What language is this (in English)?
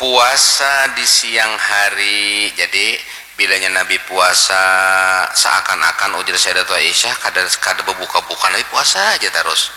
Banjar